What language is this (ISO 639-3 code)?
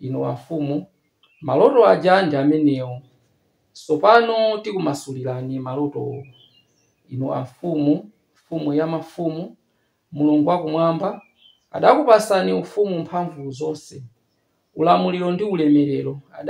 nya